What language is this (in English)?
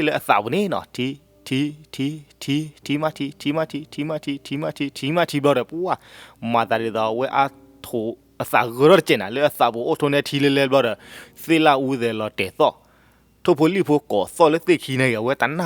S'gaw Karen